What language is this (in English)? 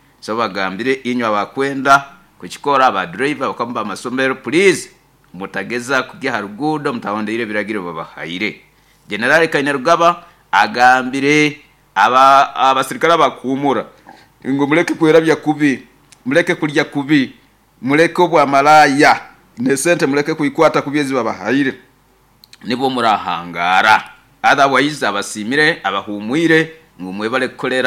Nyoro